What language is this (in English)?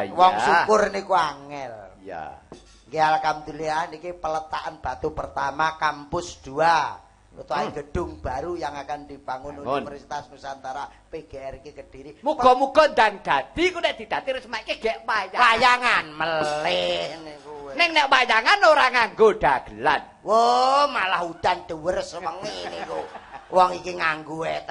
Javanese